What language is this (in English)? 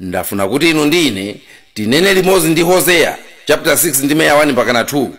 Nyanja